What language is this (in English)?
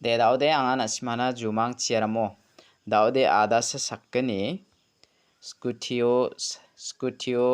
Garo